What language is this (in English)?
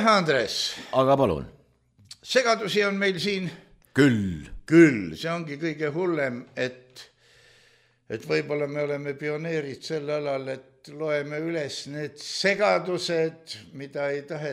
Estonian